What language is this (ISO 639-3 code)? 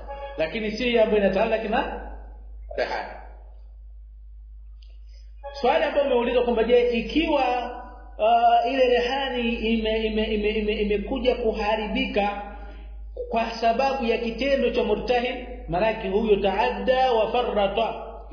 swa